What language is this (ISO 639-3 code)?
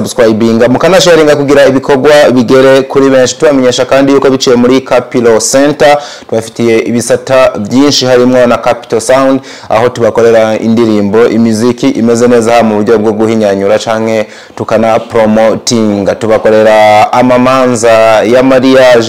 run